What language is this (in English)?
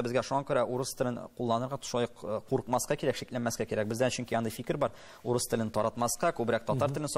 Tatar